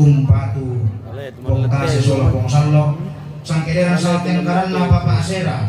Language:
Toraja-Sa'dan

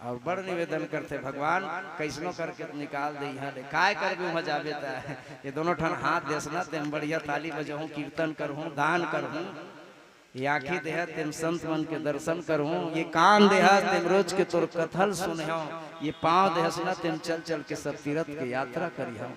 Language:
Chhattisgarhi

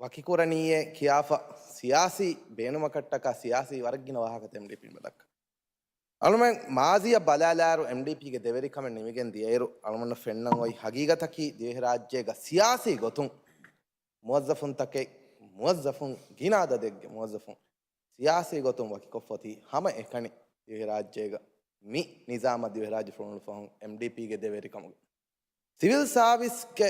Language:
Divehi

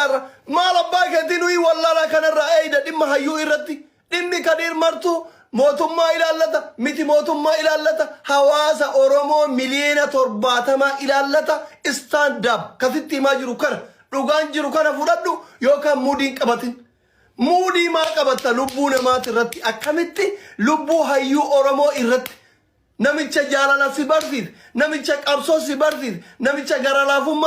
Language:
Oromo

